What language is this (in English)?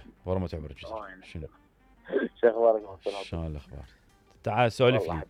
Mesopotamian Arabic